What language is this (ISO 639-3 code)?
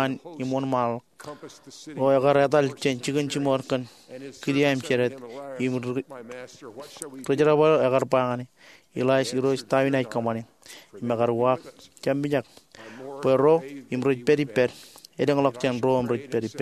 mah